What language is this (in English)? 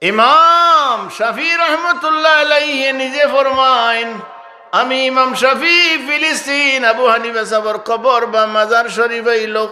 Sylheti